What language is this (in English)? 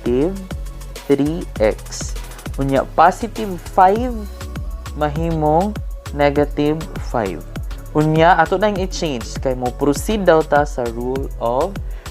Cebuano